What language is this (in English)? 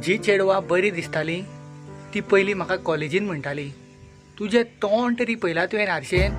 Konkani